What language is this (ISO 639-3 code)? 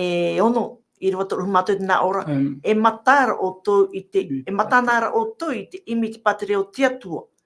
tah